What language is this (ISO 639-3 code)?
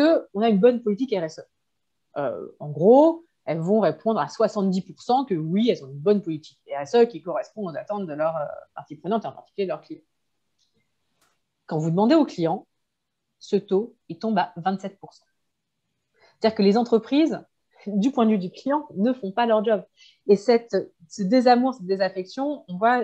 fra